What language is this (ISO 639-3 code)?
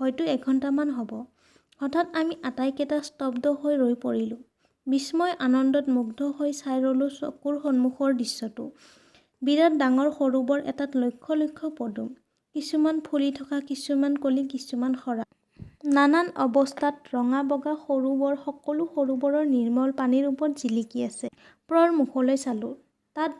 asm